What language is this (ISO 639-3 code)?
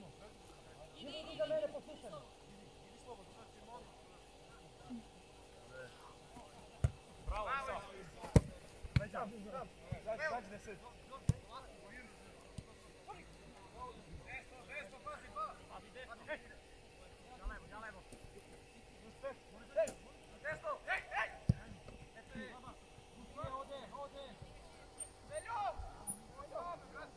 srp